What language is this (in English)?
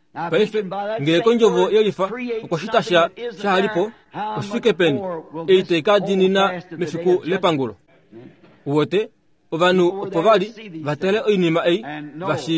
Kuanyama